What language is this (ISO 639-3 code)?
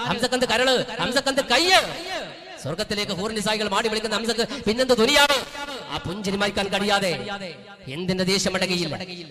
mal